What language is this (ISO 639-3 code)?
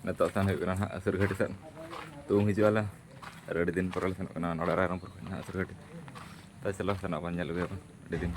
sat